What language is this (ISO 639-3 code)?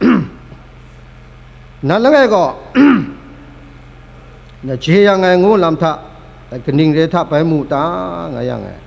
kac